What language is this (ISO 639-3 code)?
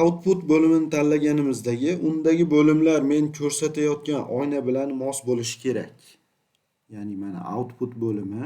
uzb